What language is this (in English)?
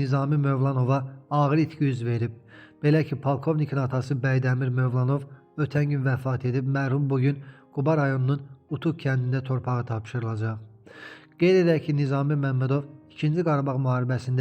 Azerbaijani